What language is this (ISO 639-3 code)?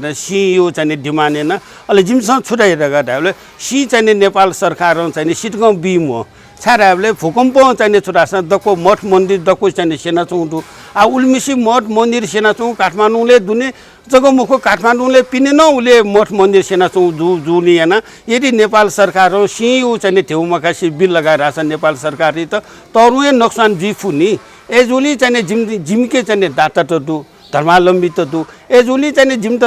new